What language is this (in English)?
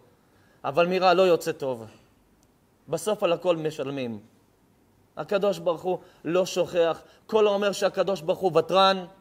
Hebrew